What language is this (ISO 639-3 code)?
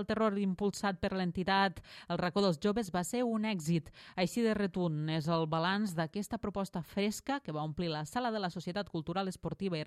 cat